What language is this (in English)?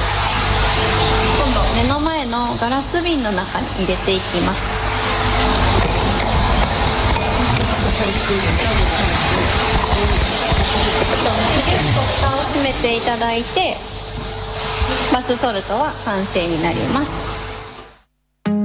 Japanese